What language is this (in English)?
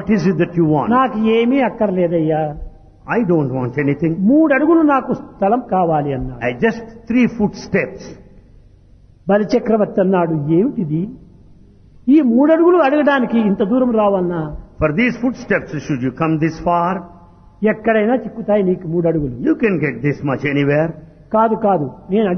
Telugu